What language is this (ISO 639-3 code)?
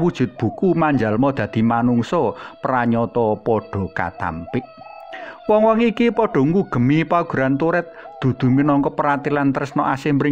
jav